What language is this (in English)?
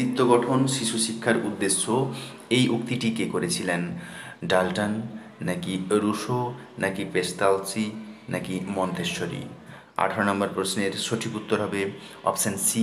Bangla